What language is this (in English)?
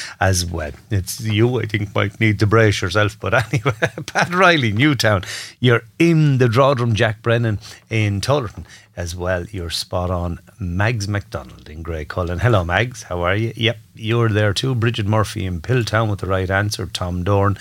English